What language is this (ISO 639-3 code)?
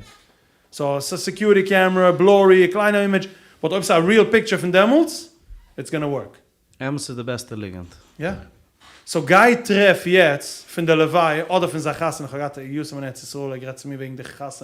yid